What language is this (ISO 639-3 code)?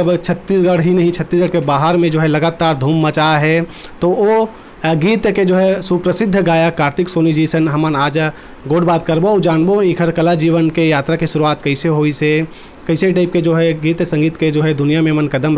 hne